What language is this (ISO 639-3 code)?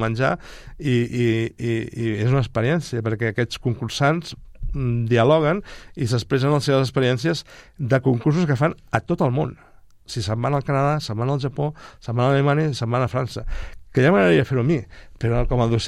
cat